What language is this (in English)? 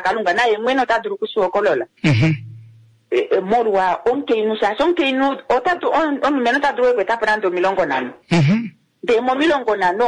Kuanyama